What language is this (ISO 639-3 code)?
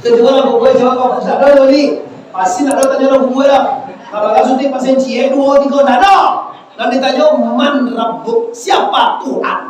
min